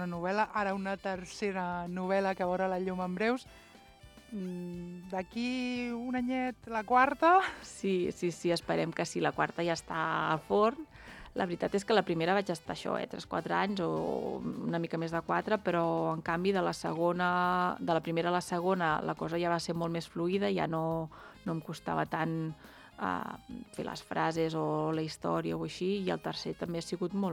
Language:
Catalan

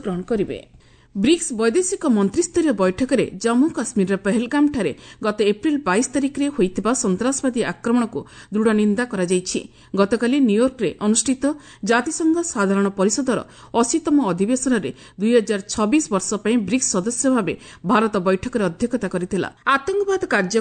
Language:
Odia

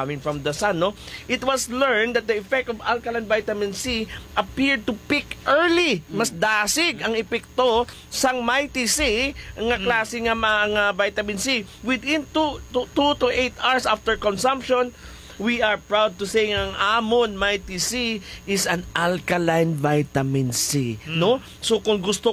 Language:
Hiligaynon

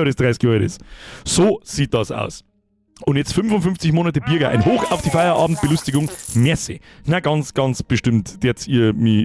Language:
Bavarian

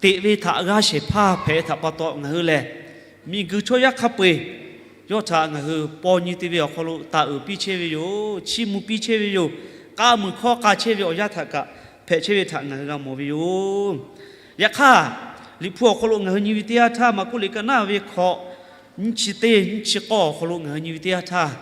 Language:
Lahu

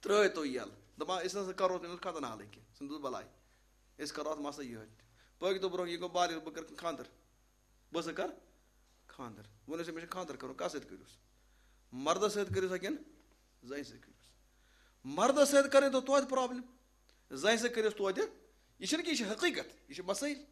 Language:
Kashmiri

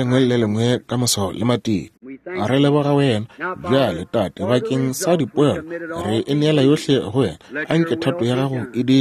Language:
Northern Sotho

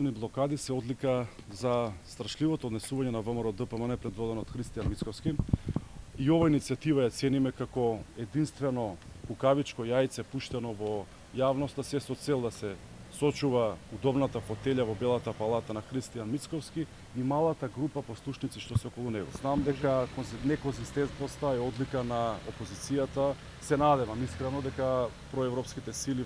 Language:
Macedonian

